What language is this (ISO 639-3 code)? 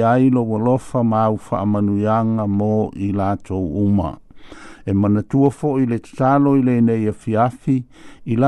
smo